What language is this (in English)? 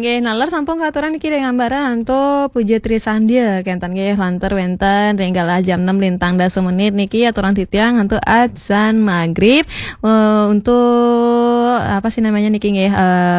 Balinese